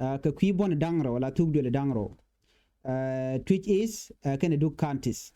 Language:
Nuer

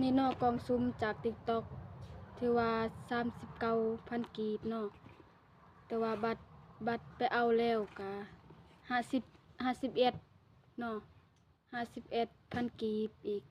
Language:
Lao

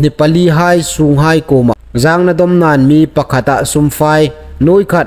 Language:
Hmar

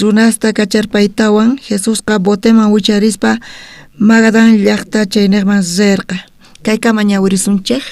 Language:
South Bolivian Quechua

